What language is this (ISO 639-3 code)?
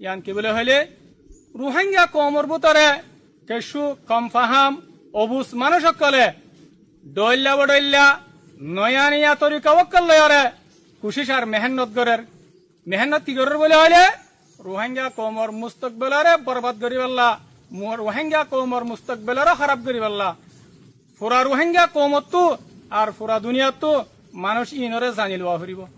rhg